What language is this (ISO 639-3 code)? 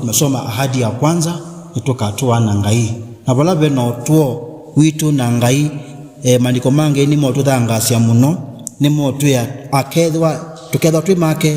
kam